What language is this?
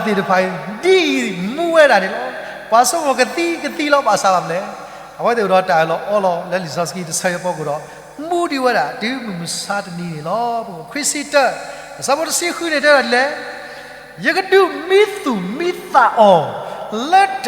S'gaw Karen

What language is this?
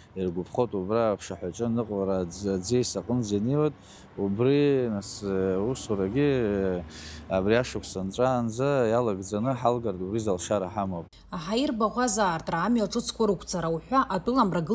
Abkhazian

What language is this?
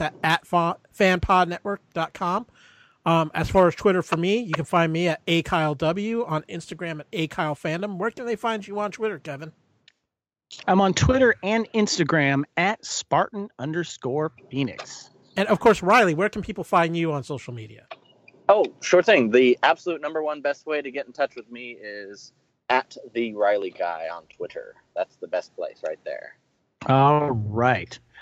English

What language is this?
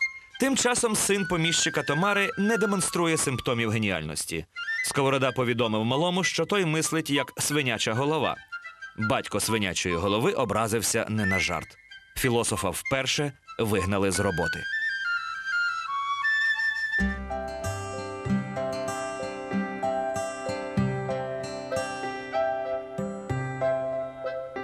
Ukrainian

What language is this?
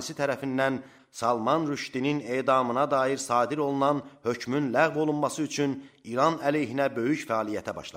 Azerbaijani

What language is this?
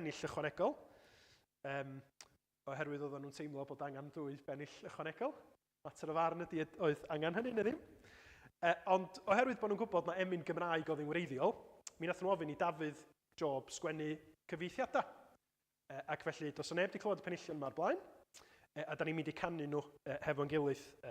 Welsh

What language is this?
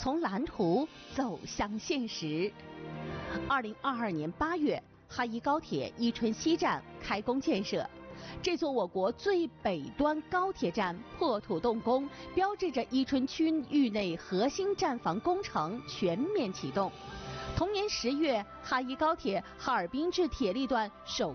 Chinese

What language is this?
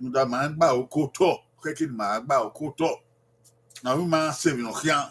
Bini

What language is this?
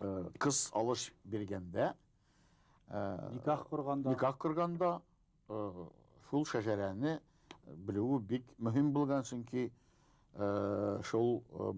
Bashkir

